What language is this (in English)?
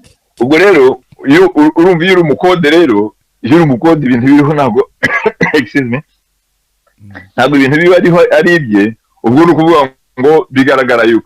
Kinyarwanda